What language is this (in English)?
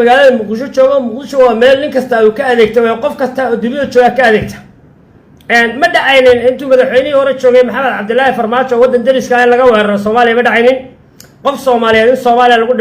Somali